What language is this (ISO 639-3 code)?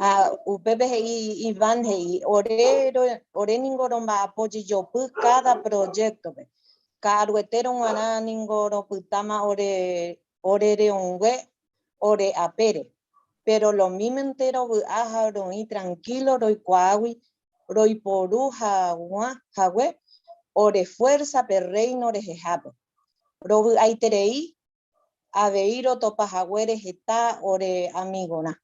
grn